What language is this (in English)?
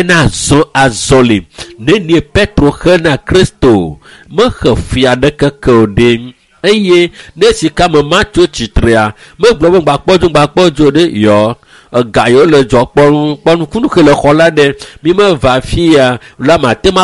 Ewe